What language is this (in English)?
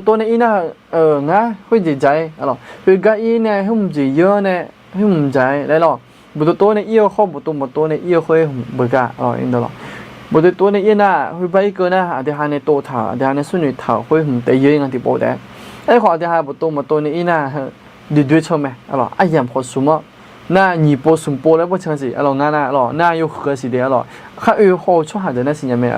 Akha